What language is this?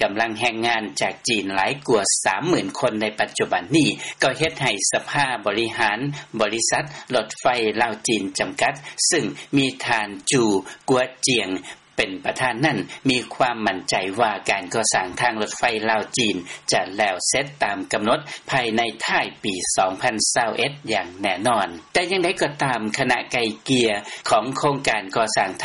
Lao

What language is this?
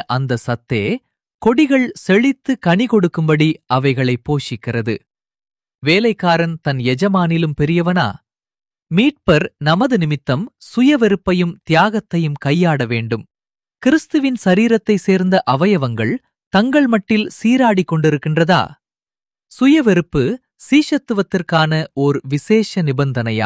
Tamil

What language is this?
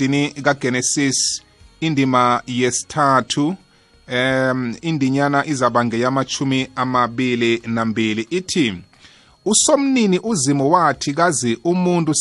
South Ndebele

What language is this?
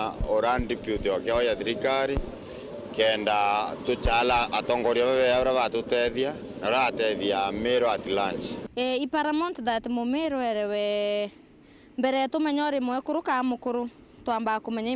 Meru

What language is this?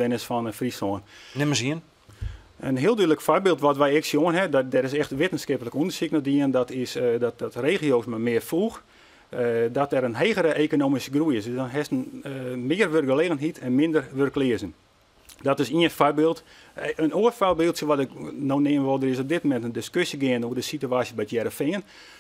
Western Frisian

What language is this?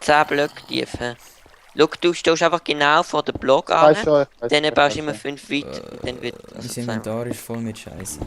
Swiss German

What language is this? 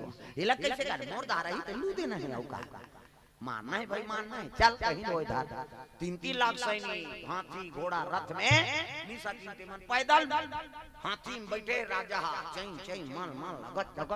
Chhattisgarhi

